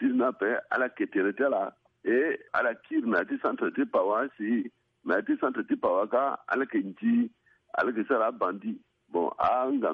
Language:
Sango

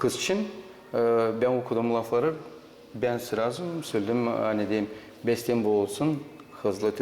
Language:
Gagauz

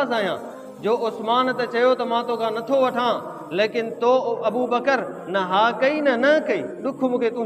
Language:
Sindhi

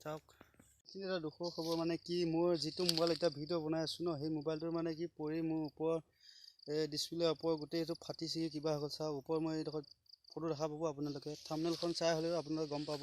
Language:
Assamese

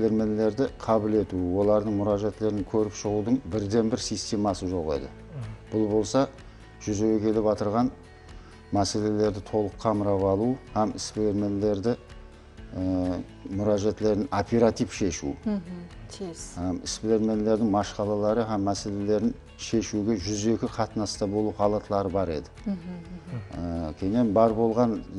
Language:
Kara-Kalpak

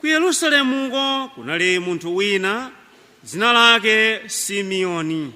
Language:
Nyanja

